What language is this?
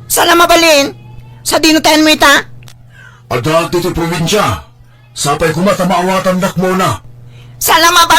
Iloko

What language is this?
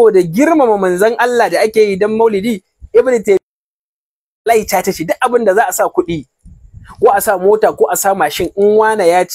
Hausa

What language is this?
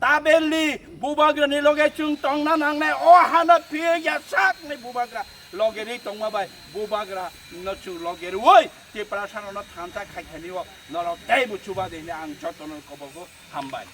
Kok Borok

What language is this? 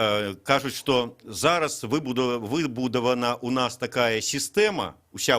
Belarusian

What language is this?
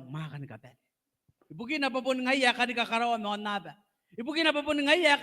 Gilbertese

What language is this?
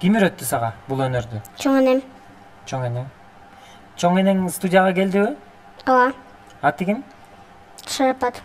Kyrgyz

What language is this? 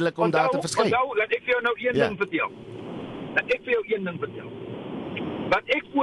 Afrikaans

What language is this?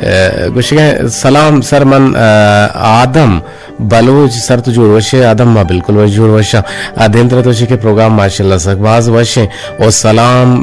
Eastern Balochi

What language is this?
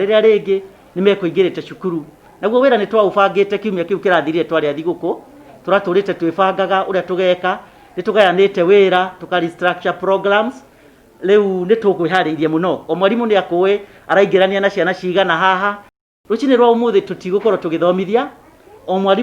Kikuyu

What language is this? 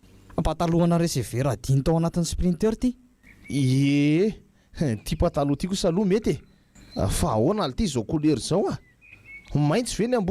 Malagasy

